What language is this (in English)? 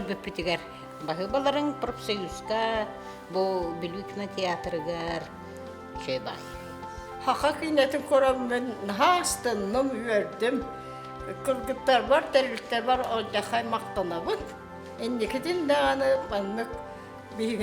Yakut